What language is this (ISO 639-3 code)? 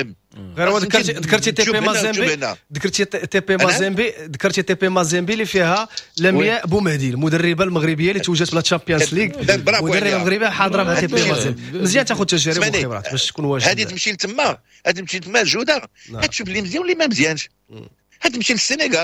ary